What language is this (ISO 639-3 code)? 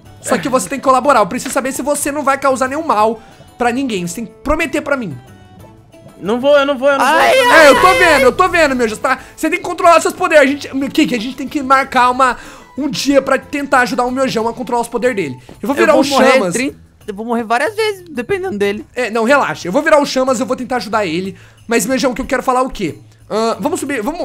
por